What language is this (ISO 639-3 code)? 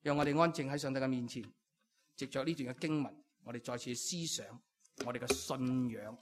yue